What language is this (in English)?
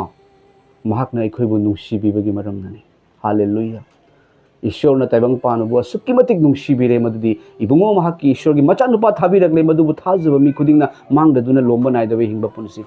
Manipuri